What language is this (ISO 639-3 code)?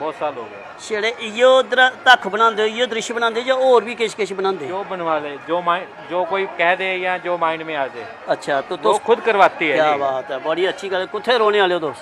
doi